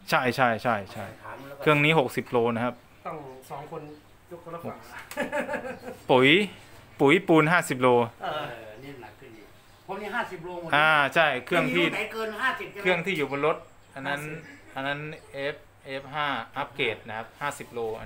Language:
Thai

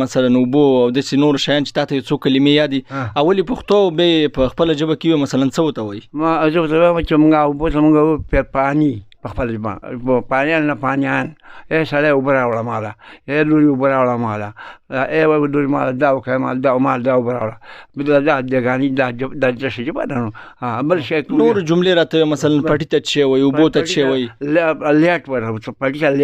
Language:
Pashto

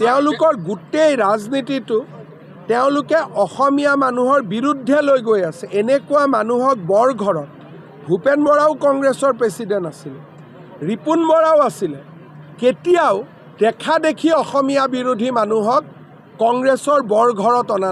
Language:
Assamese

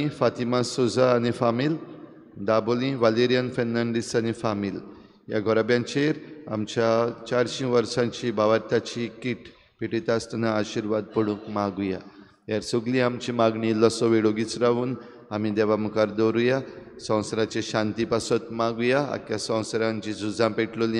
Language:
Konkani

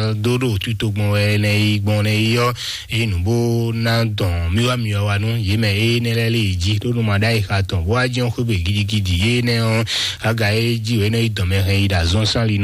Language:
Fon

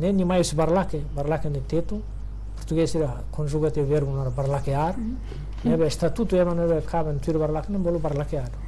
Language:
Tetum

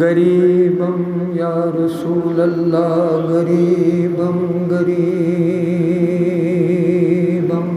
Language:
Kashmiri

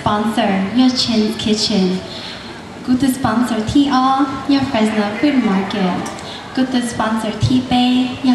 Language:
Hmong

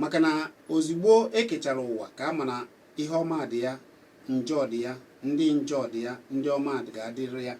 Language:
Igbo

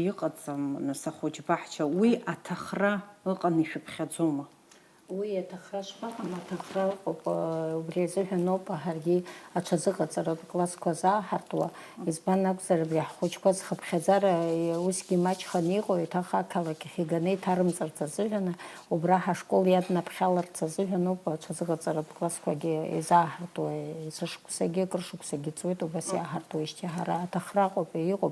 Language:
Abkhazian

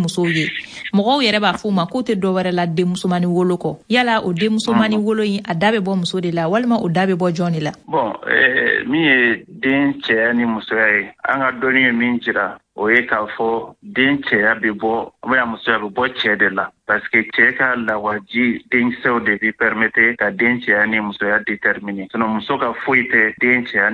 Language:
Bambara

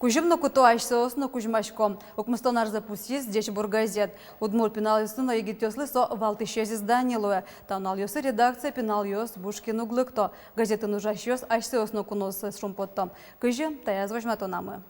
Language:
Udmurt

